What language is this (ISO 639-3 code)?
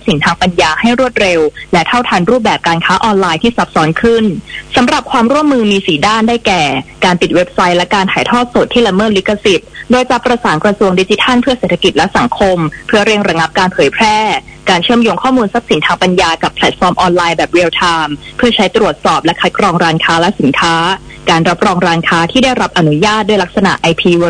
tha